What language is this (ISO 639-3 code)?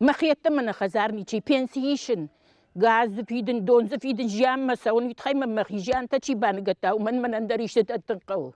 oss